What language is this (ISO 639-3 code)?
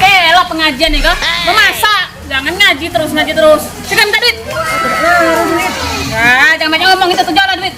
mui